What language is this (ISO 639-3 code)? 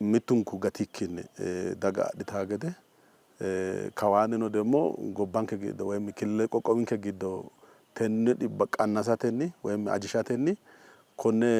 sid